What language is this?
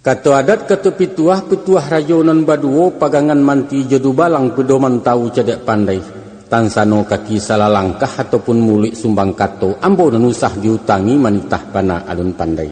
Minangkabau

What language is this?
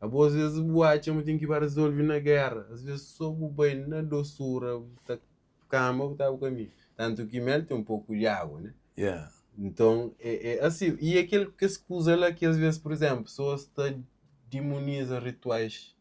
Kabuverdianu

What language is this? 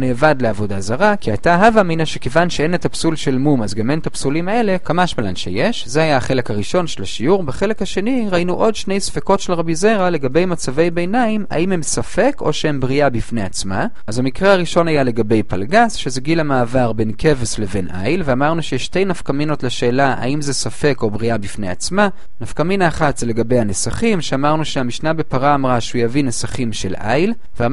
Hebrew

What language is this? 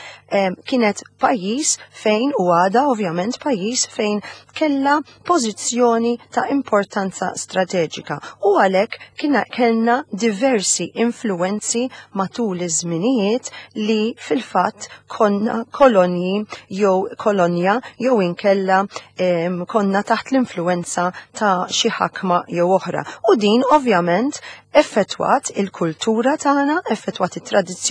Maltese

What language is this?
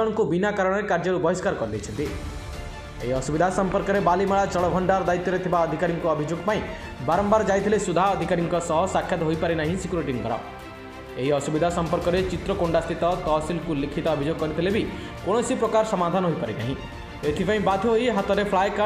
Odia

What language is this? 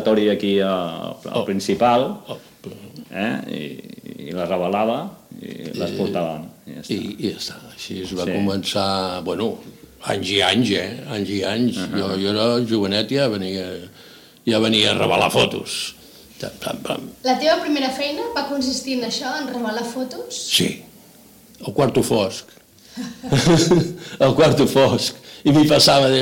Catalan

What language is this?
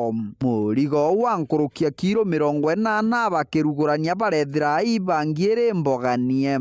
Meru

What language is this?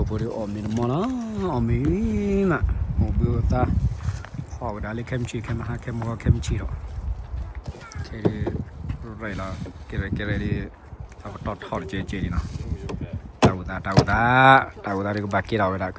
S'gaw Karen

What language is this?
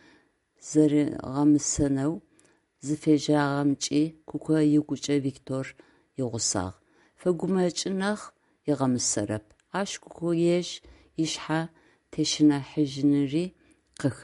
Adyghe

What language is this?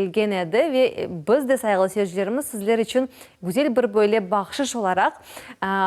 Crimean Tatar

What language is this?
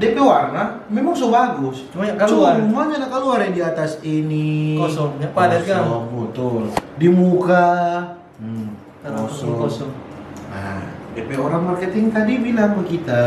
Manado Malay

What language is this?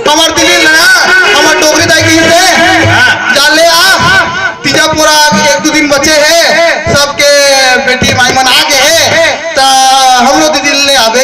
Chhattisgarhi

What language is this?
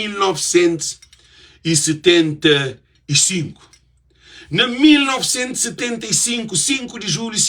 Kabuverdianu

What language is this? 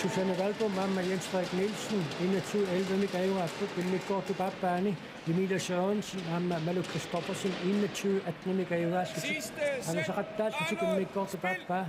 Kalaallisut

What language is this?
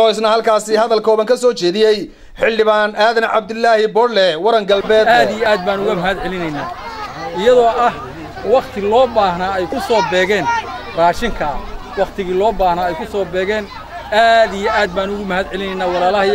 Somali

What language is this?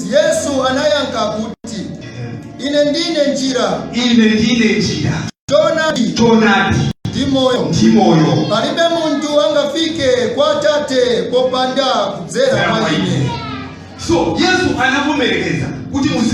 Nyanja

